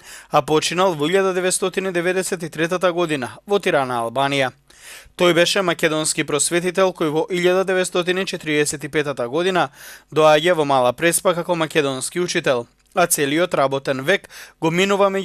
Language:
Macedonian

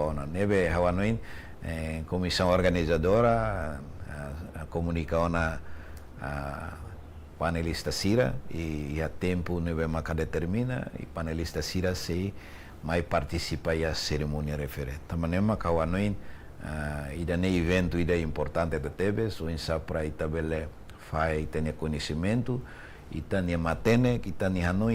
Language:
Tetum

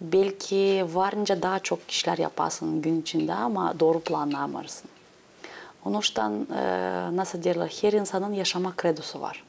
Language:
Gagauz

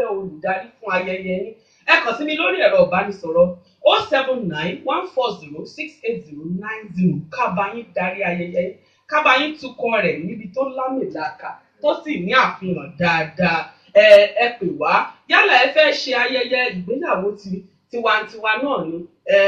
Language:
Yoruba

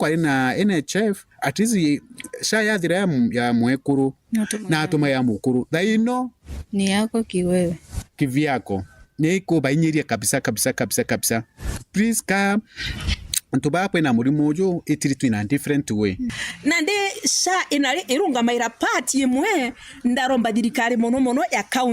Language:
Meru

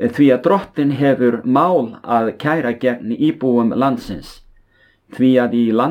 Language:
Icelandic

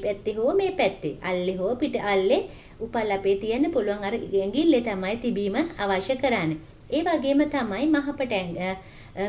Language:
Sinhala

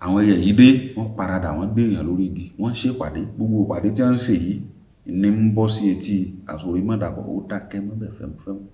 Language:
Yoruba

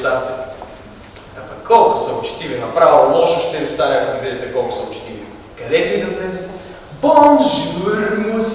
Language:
Bulgarian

